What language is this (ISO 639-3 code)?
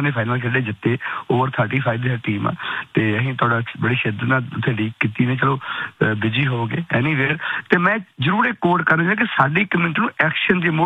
pan